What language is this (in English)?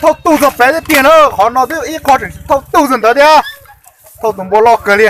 Hmong